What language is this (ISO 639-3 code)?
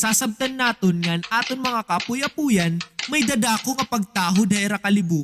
war